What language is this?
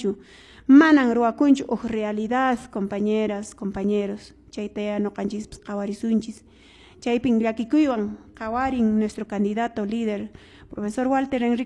Quechua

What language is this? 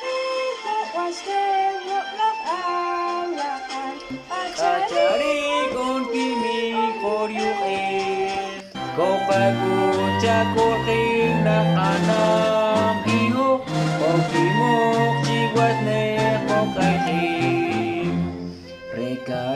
Poqomchi'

